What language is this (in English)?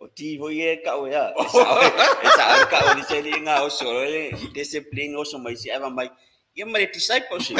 Samoan